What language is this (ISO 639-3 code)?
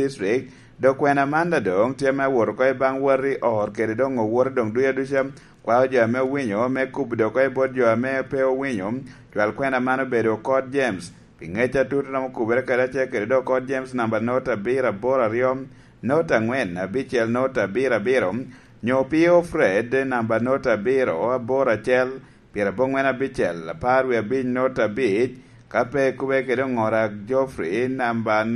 laj